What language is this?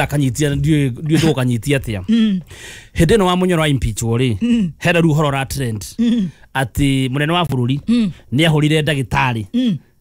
Kikuyu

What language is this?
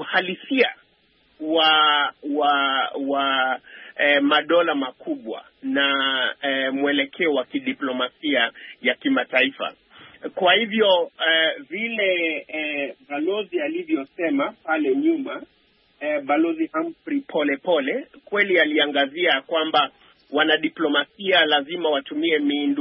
Swahili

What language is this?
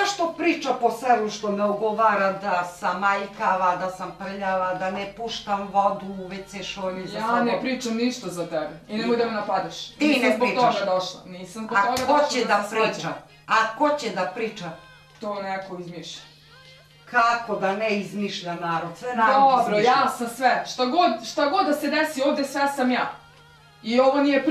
Serbian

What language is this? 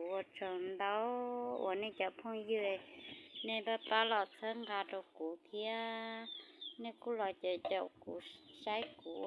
Hmong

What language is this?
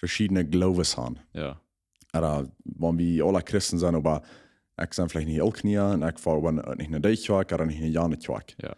Plautdietsch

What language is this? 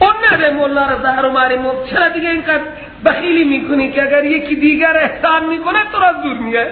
Persian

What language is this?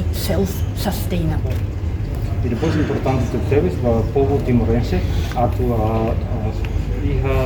Tetum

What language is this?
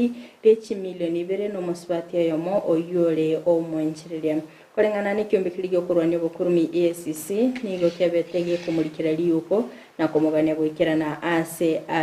Gusii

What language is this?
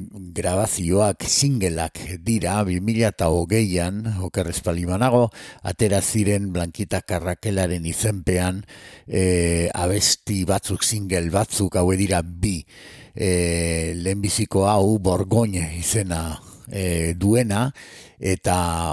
Basque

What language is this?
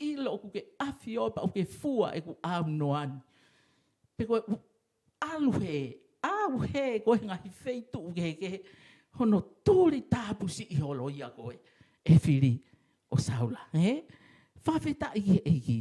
Tongan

